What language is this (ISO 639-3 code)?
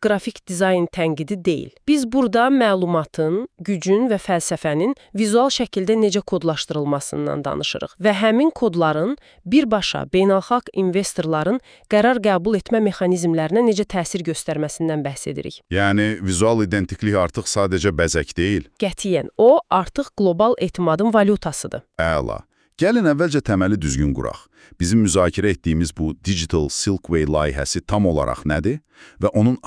aze